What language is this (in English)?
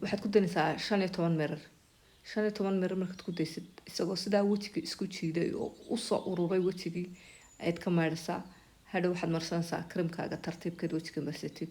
Somali